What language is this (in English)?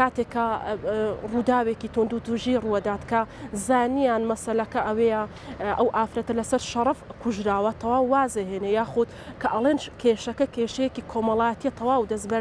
Central Kurdish